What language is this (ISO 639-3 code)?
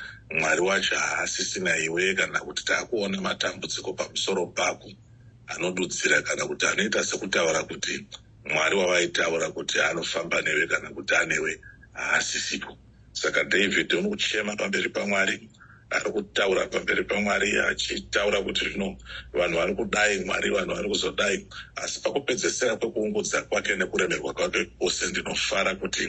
sna